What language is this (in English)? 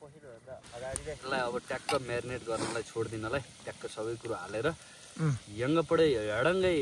Nepali